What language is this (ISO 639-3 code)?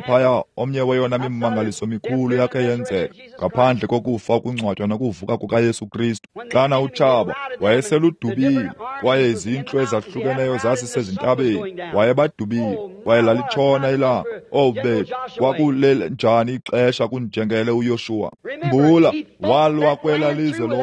xho